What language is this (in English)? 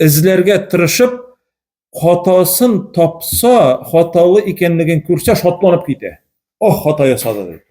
Tatar